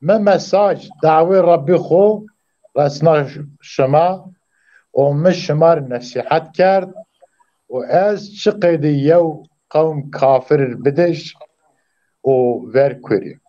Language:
Zaza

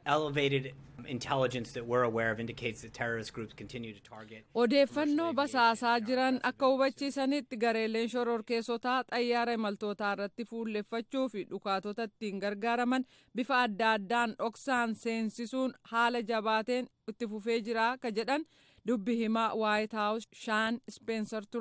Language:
Oromo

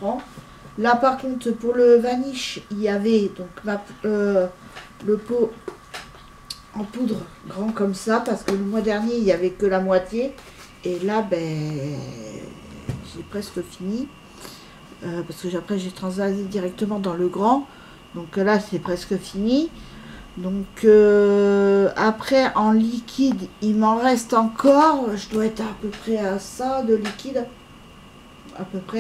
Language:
French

